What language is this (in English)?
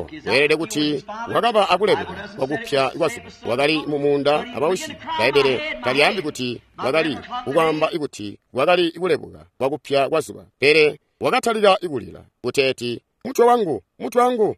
Tonga (Zambia)